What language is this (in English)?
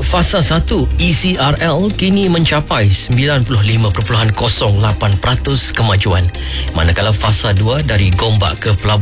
Malay